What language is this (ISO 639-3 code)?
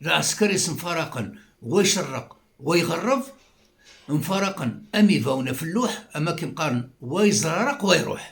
kab